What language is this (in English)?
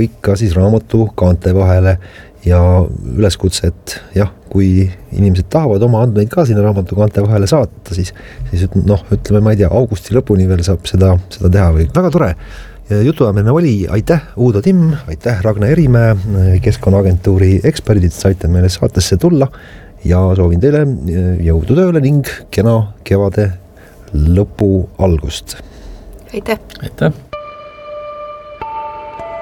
Estonian